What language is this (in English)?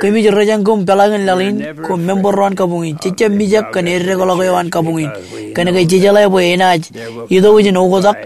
Marshallese